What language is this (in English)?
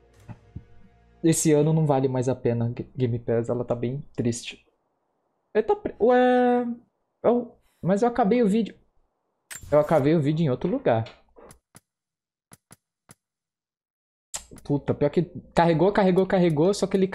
Portuguese